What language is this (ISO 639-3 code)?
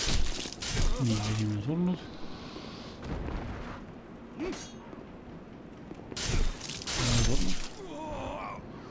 est